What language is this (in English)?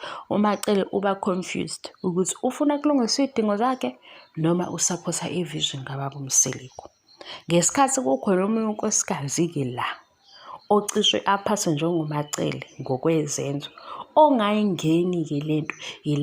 Zulu